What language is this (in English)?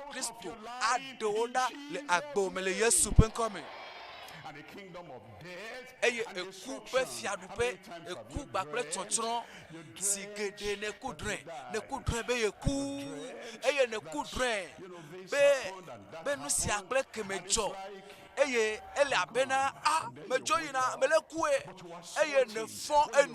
Ewe